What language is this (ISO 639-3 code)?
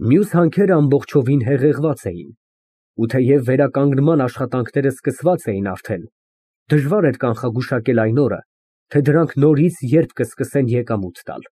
hye